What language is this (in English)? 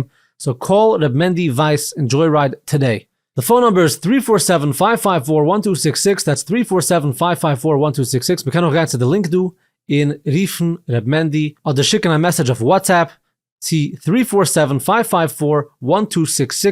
Yiddish